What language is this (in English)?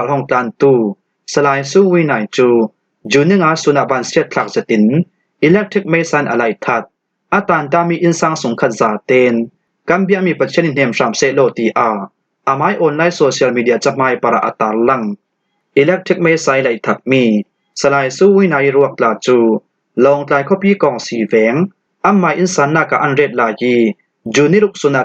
Falam Chin